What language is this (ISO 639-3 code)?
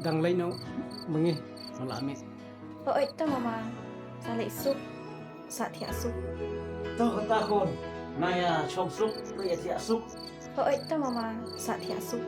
kha